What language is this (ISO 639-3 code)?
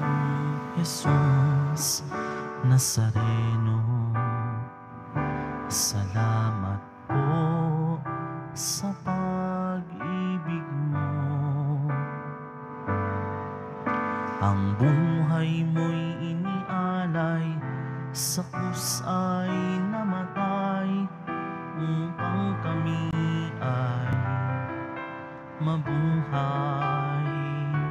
fil